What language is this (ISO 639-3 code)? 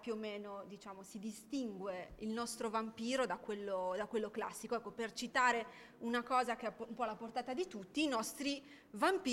ita